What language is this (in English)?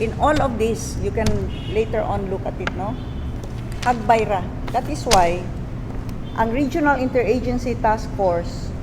Cebuano